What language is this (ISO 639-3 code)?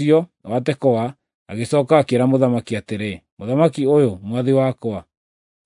kik